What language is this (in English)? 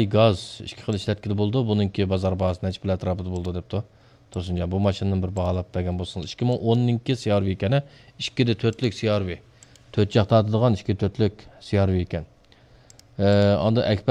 Uyghur